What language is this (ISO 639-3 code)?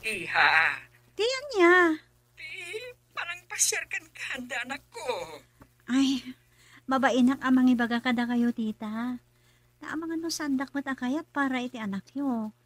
ilo